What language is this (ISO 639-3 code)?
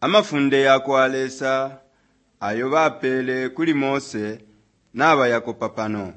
bem